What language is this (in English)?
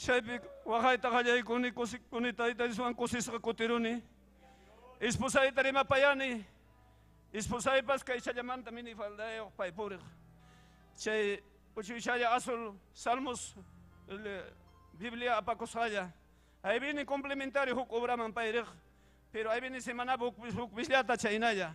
Ayacucho Quechua